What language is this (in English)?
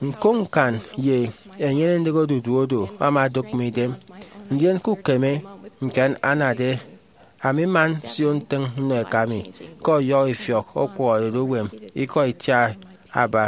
Efik